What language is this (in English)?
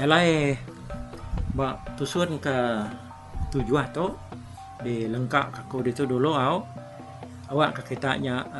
Iban